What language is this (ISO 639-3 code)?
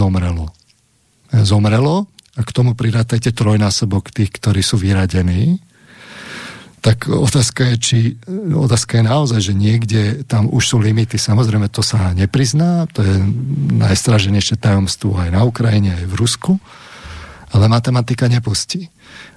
slk